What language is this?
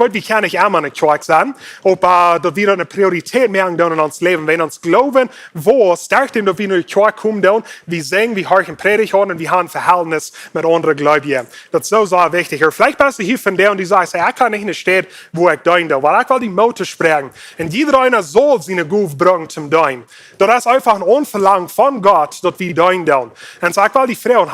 Plautdietsch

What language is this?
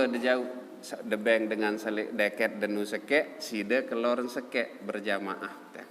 Sasak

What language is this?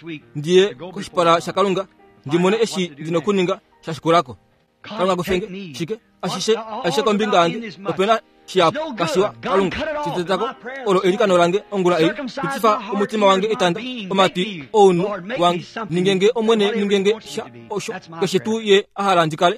Kuanyama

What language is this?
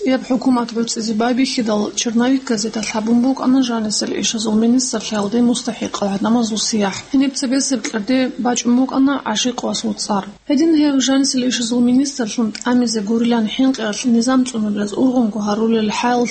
Avaric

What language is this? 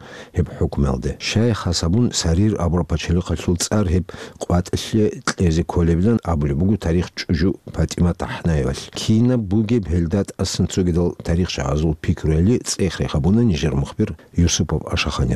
Avaric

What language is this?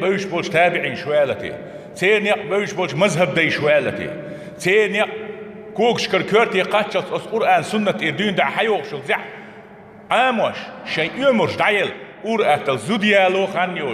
Chechen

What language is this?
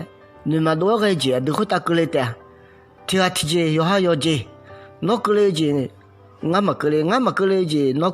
Akha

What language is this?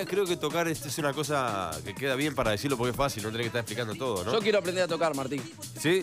Spanish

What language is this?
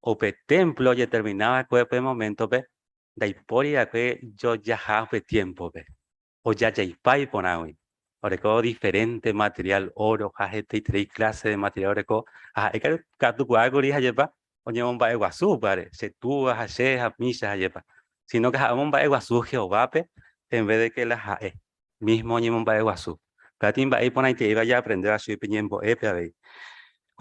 Guarani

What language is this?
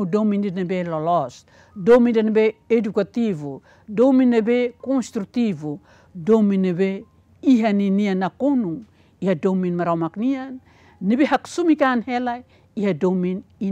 Tetum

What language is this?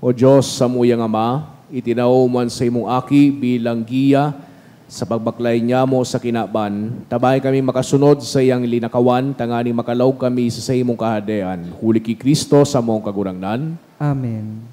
Bikol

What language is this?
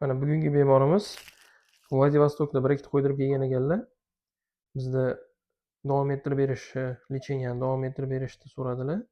Uzbek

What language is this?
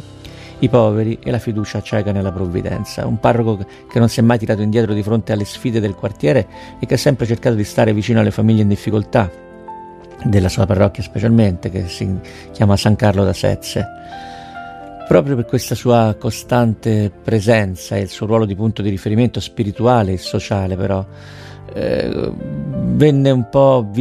Italian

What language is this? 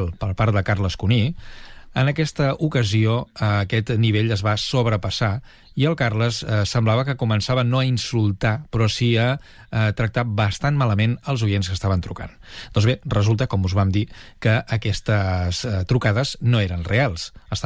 Catalan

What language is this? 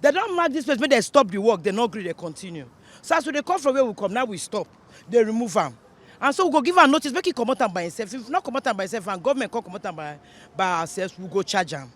Nigerian Pidgin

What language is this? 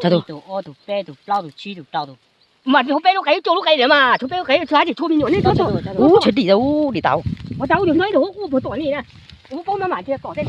Hmong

